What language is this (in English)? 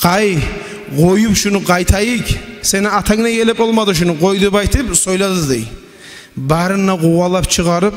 Kumyk